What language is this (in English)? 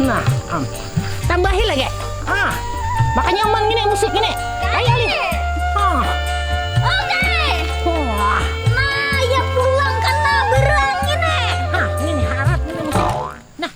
Banjar